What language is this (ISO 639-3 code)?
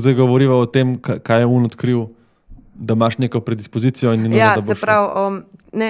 slv